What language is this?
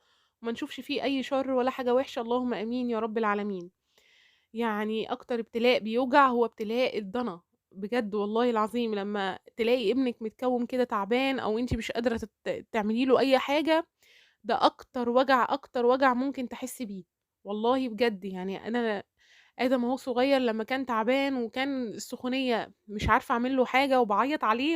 Egyptian Arabic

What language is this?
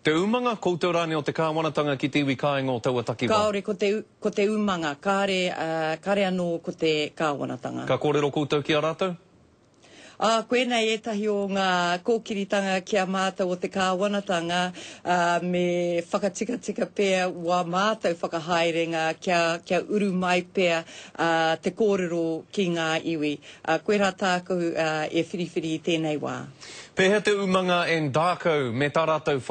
Māori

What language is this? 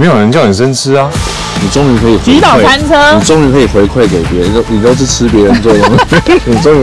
Chinese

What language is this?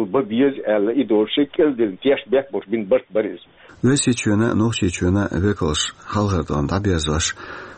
Chechen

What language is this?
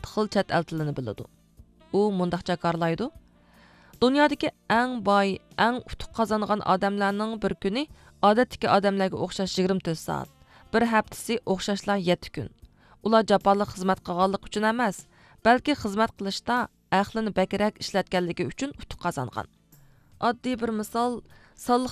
Uyghur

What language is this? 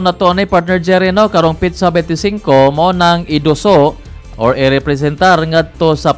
Cebuano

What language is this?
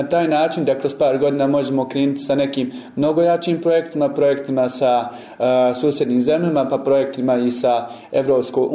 Bosnian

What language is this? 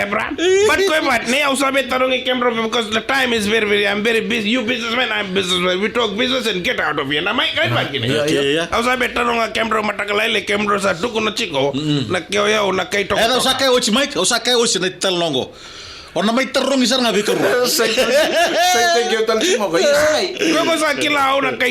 Fijian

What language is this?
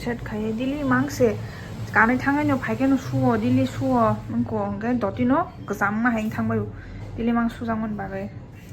Kok Borok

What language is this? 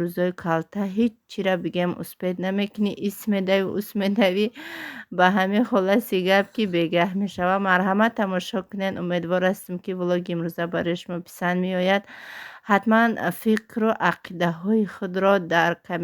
Tajik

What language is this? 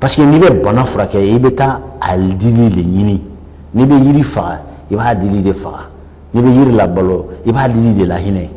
Bambara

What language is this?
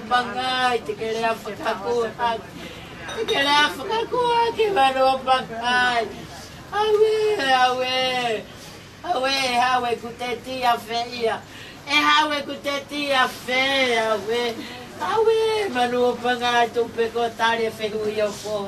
Tongan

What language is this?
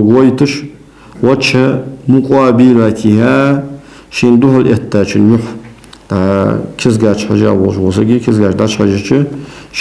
Ingush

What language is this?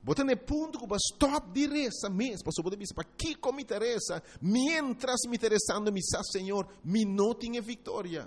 Papiamento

